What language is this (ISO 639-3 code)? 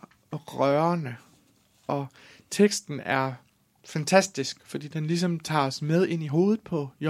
dan